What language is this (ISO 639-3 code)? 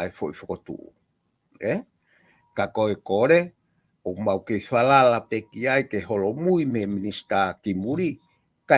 ton